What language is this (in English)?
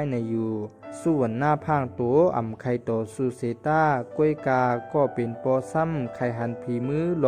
Shan